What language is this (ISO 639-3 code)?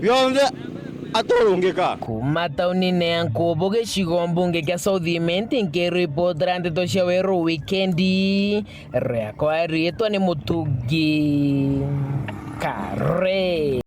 mer